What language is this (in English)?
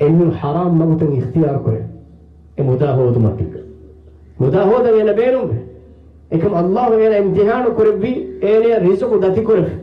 Divehi